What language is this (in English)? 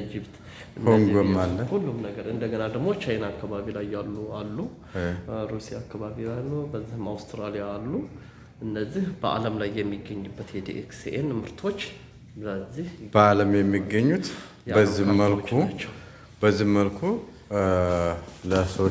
Amharic